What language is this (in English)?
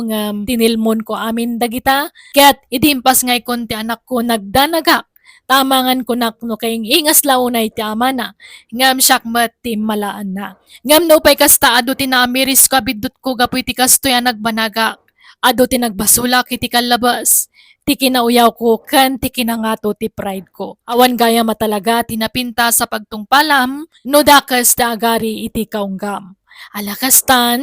Iloko